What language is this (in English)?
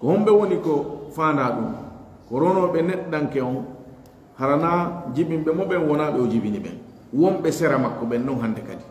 Fula